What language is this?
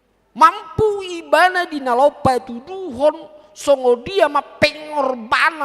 Batak Toba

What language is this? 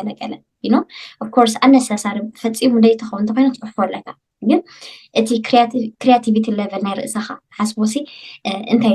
Tigrinya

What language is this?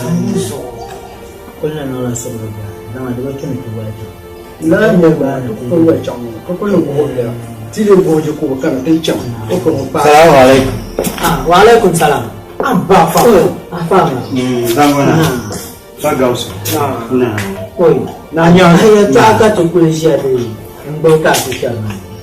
Dagbani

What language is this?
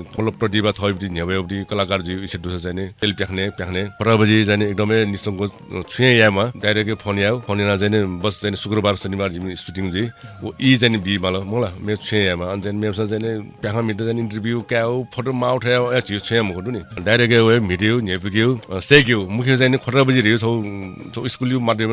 Newari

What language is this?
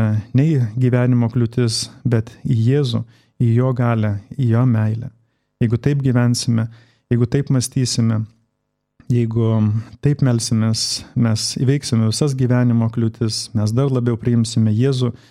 Lithuanian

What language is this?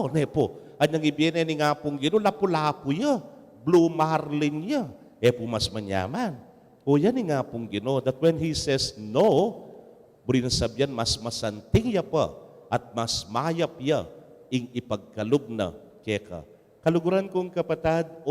Pampanga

